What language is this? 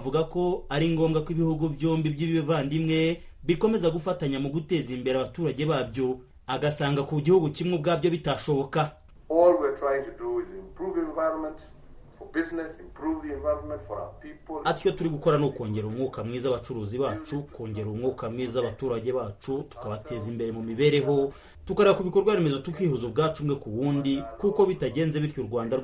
Kinyarwanda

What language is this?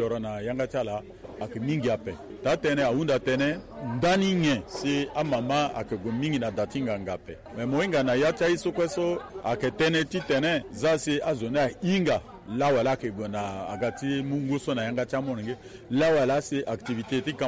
Sango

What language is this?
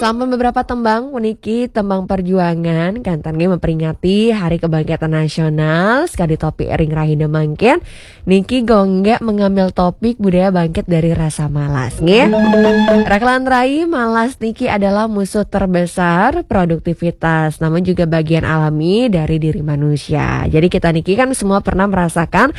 Balinese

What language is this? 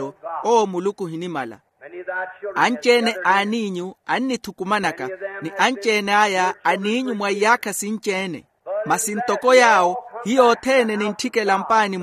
Makhuwa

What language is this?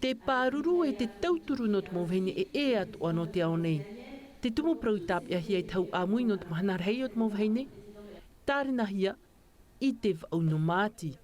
Tahitian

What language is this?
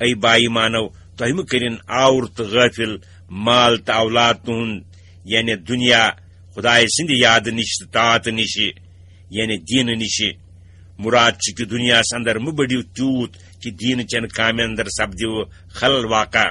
Kashmiri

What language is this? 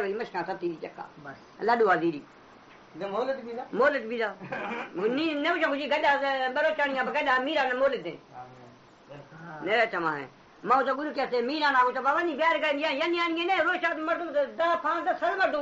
Baluchi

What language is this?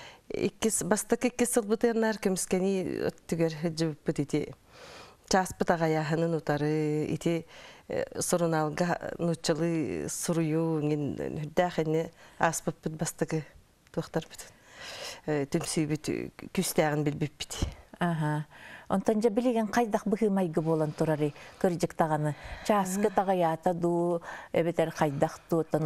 Yakut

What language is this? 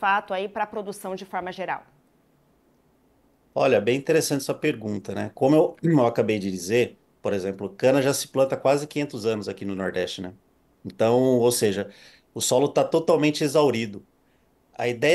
Portuguese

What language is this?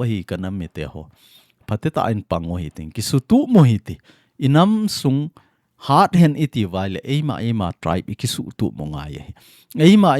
Thado Chin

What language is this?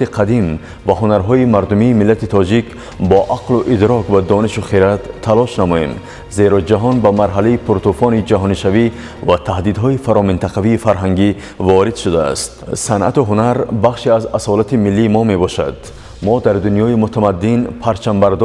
Tajik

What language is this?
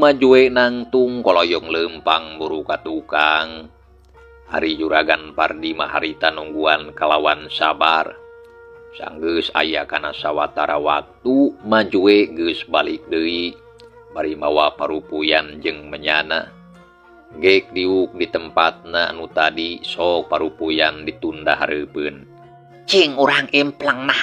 Sundanese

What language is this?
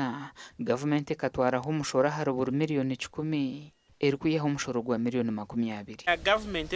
Nyankole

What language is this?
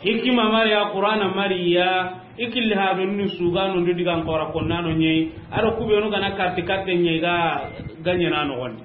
Soninke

